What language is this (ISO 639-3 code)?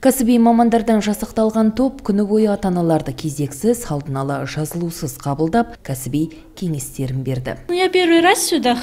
kaz